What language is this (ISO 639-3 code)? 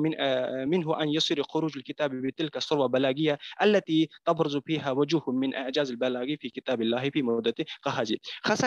ara